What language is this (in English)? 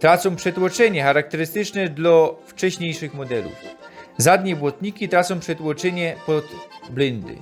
Silesian